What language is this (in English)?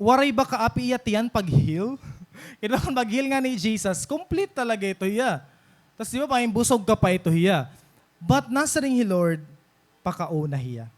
Waray